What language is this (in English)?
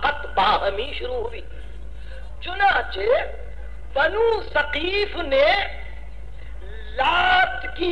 Urdu